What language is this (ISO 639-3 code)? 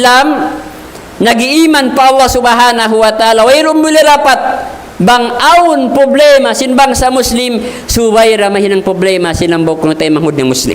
tsg